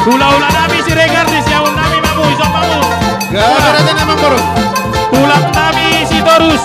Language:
Batak Toba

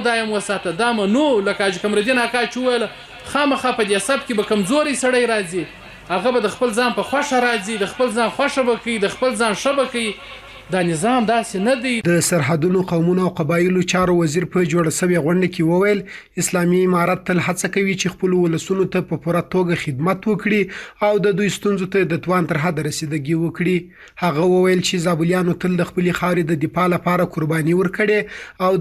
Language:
Pashto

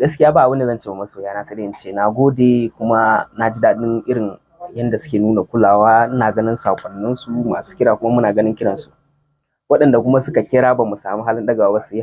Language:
Hausa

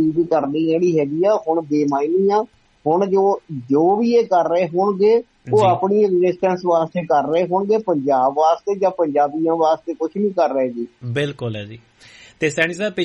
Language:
Punjabi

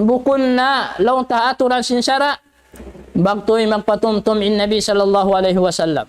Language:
Tausug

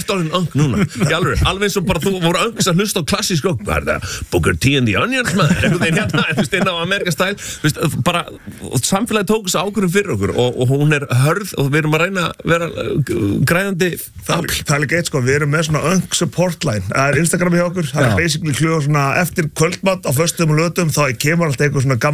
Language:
Icelandic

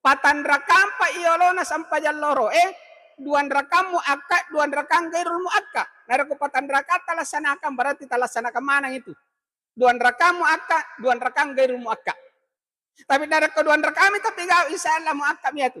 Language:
Buginese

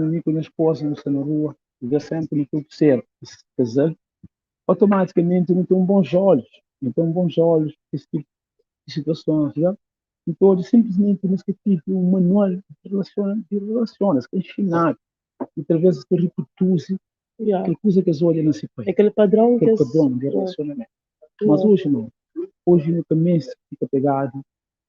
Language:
Kabuverdianu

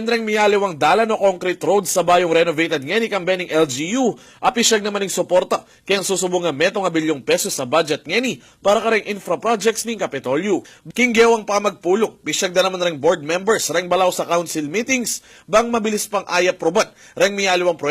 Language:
Pampanga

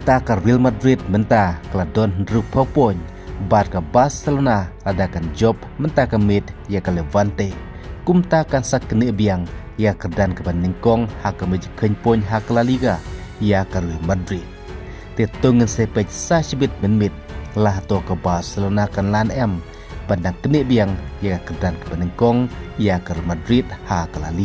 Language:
Khasi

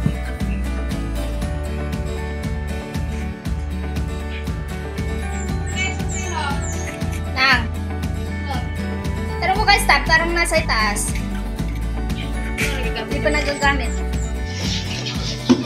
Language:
Filipino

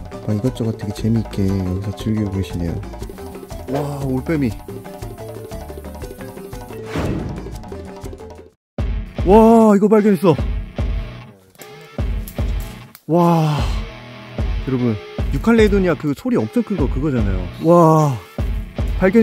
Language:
Korean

